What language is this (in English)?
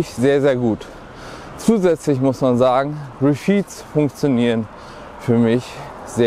German